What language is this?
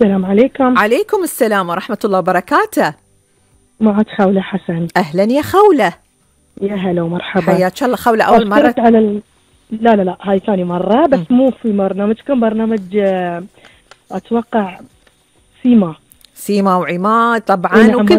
Gulf Arabic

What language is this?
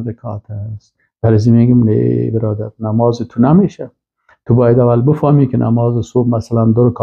Persian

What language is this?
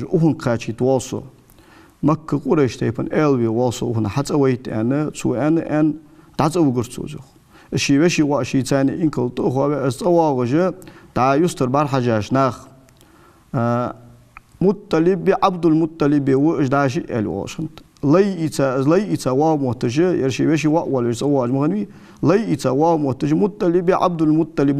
Ingush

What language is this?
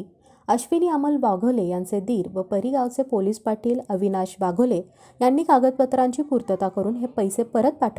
Marathi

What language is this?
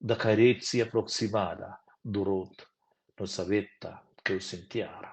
Romansh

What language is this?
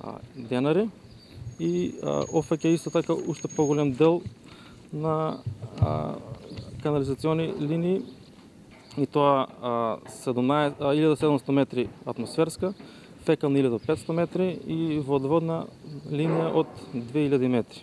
Macedonian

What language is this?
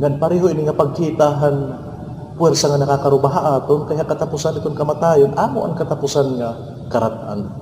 Waray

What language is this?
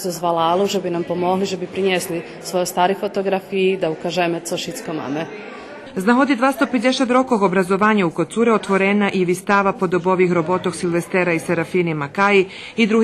Rusyn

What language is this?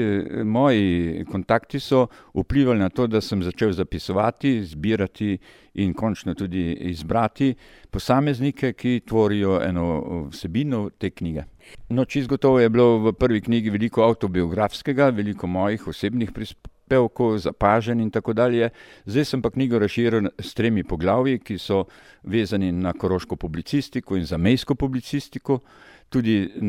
Slovenian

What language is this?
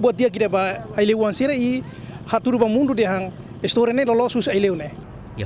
Tetum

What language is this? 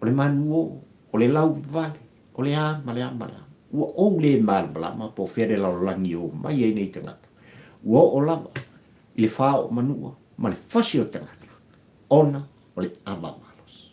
Samoan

